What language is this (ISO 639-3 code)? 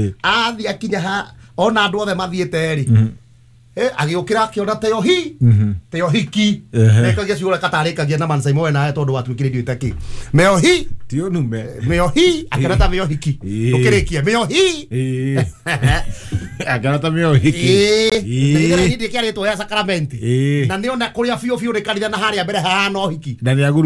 kik